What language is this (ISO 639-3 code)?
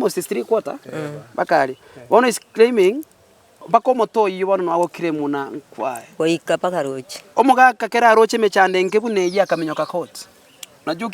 guz